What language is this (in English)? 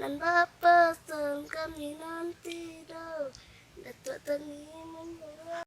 Minangkabau